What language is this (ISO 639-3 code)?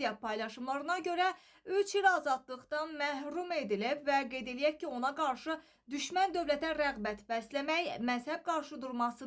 aze